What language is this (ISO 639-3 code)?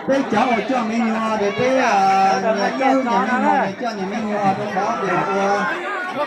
hmn